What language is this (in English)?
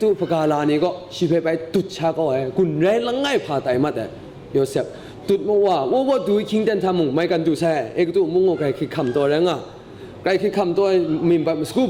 Kachin